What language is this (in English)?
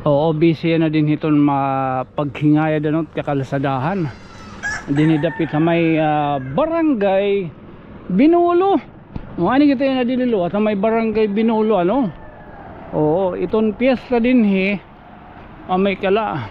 Waray